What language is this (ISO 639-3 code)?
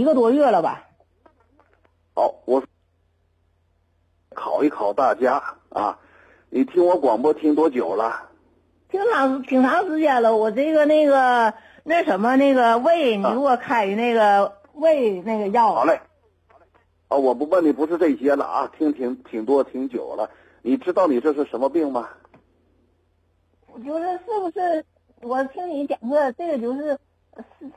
zho